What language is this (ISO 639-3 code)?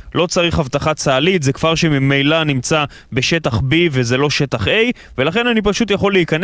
heb